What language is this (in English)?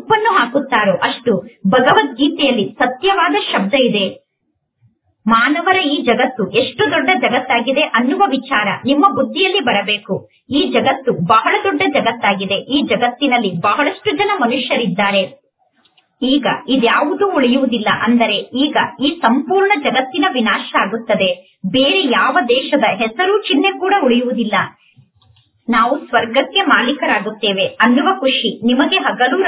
Kannada